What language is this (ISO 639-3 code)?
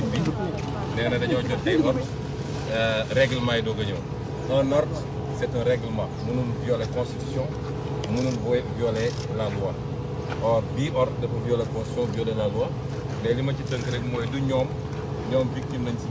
wol